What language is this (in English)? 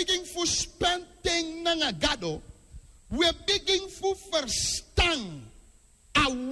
Sranan Tongo